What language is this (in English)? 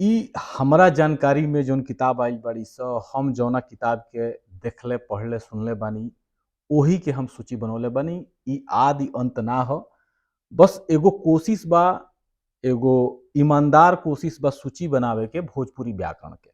Bhojpuri